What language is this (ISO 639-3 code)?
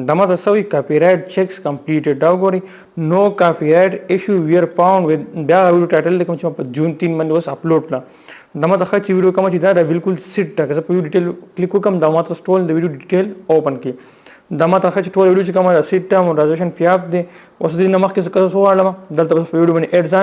pus